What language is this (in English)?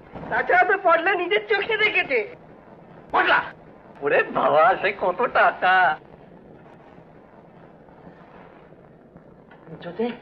Bangla